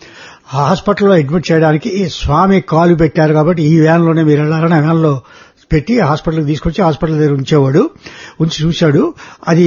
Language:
Telugu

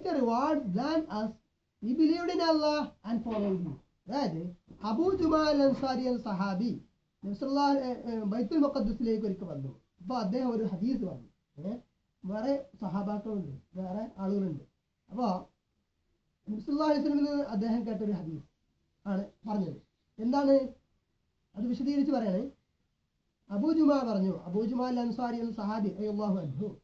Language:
Malayalam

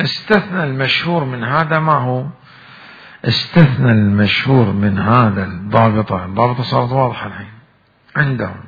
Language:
Mesopotamian Arabic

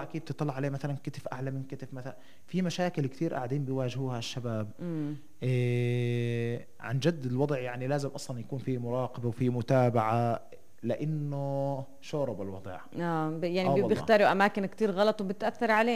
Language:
North Levantine Arabic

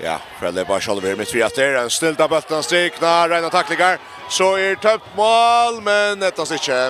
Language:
Faroese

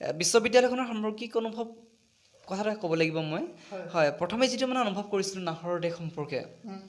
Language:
Assamese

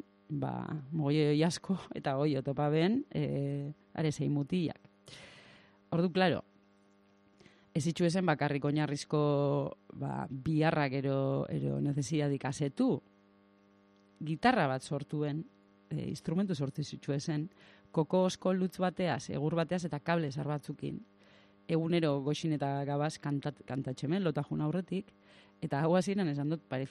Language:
Basque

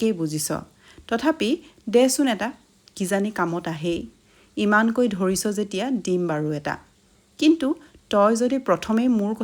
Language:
Assamese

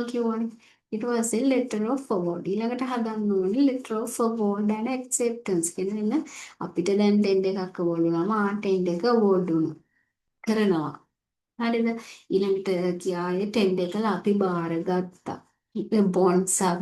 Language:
Sinhala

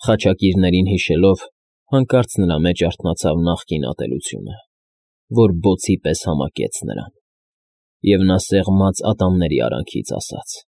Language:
Armenian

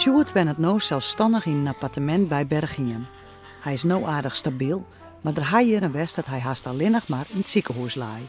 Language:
Western Frisian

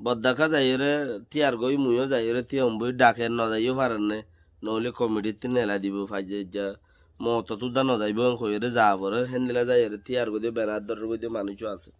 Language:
Rohingya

